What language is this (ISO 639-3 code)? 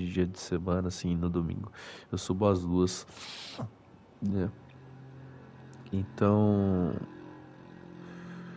por